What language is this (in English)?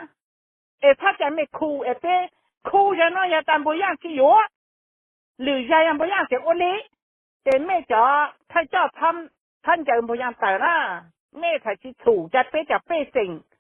Hmong